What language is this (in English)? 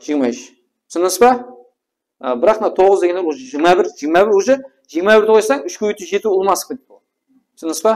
Kara-Kalpak